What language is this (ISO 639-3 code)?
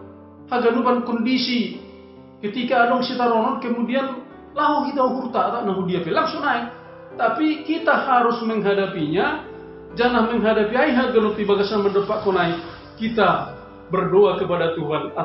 bts